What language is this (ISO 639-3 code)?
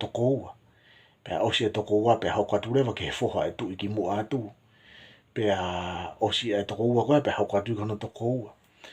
ton